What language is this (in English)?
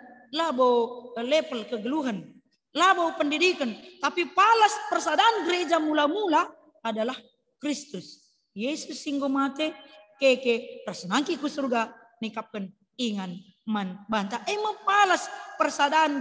Batak Karo